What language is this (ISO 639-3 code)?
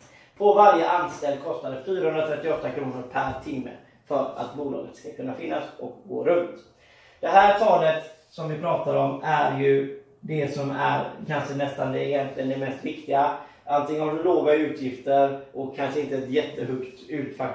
swe